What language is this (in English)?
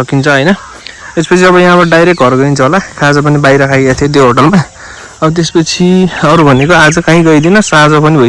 Nepali